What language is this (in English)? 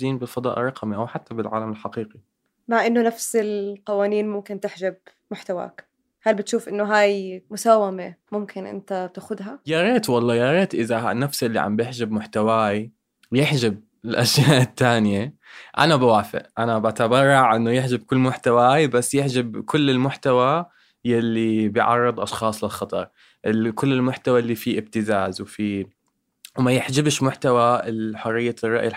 North Levantine Arabic